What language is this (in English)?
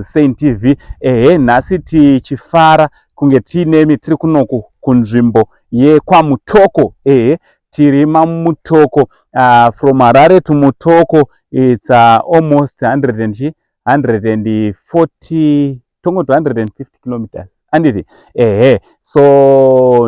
Shona